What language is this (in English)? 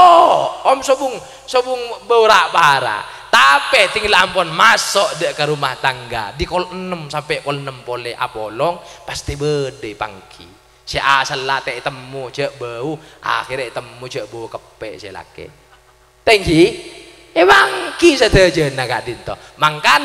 Madurese